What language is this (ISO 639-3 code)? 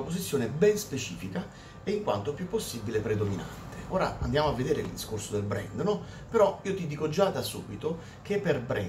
ita